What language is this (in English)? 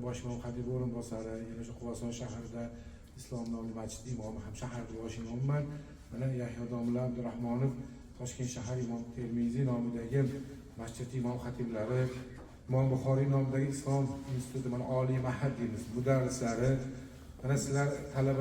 Uzbek